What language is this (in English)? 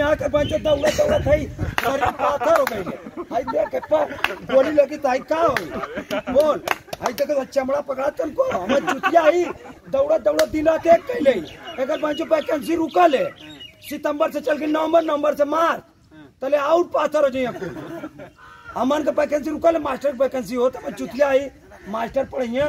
Bhojpuri